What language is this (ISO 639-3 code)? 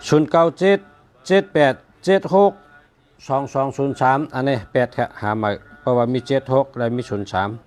shn